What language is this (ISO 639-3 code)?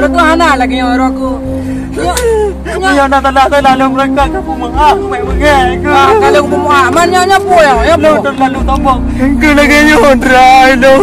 ace